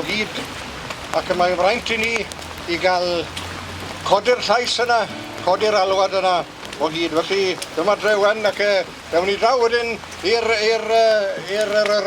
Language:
Welsh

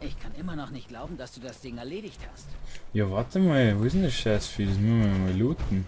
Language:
Bavarian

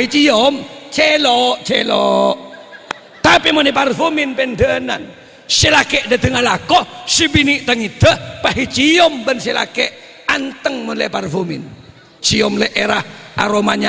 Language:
Madurese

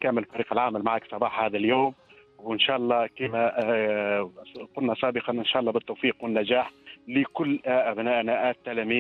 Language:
Tunisian Arabic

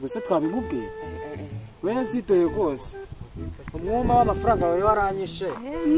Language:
Kinyarwanda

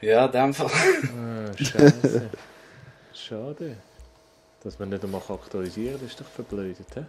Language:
Swiss German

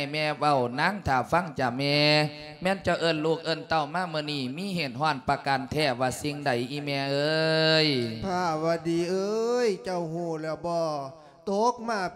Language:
Lao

